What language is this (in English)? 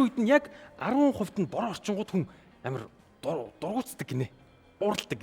Mongolian